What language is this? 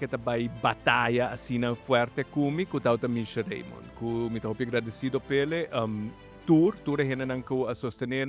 Papiamento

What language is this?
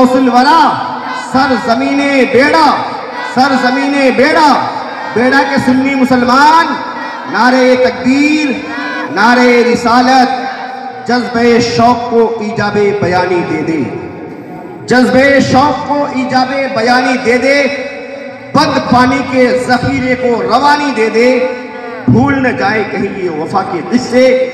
Urdu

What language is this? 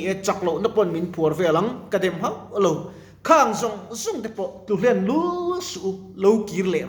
Mizo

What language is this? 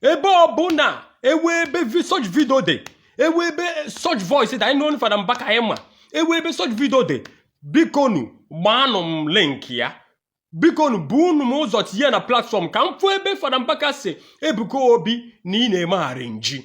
Igbo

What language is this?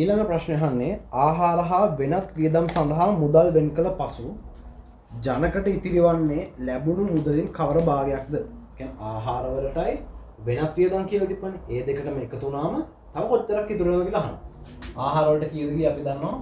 Sinhala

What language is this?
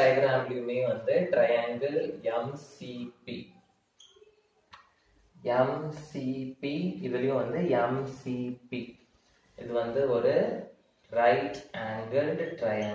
Tamil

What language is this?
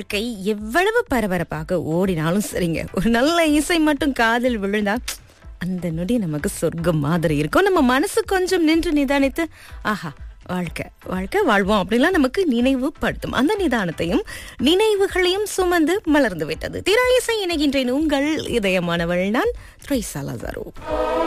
Tamil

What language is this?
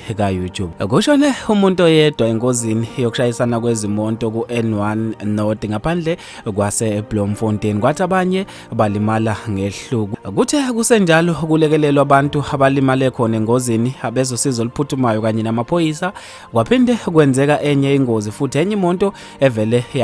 Zulu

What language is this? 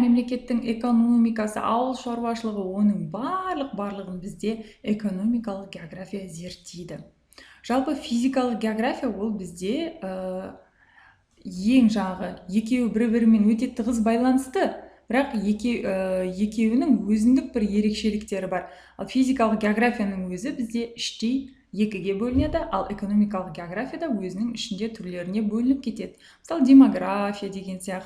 Kazakh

